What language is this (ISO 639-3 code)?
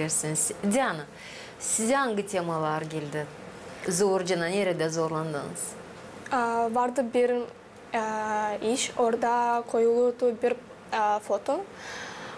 gag